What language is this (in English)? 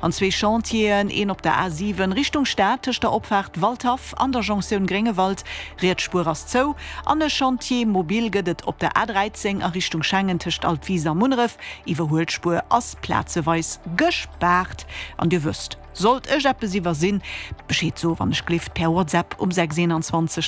Luxembourgish